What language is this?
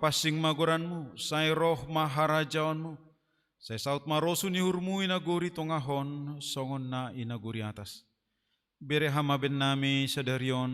Batak Simalungun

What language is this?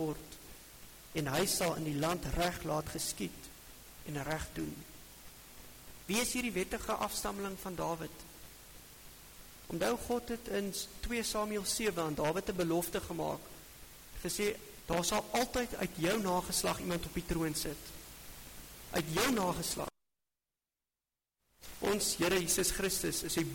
Afrikaans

